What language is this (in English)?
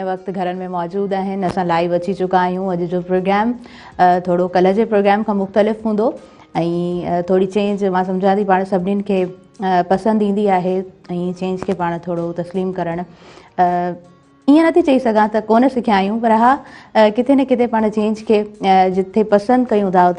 Sindhi